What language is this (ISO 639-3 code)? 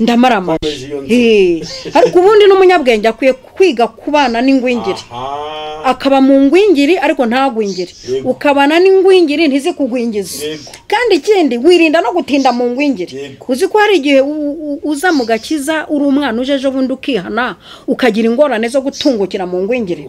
kin